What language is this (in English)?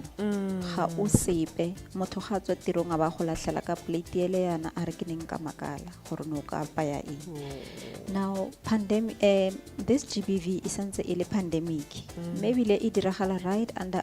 Tswana